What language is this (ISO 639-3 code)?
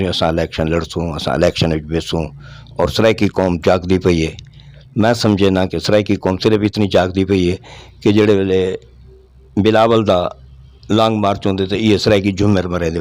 skr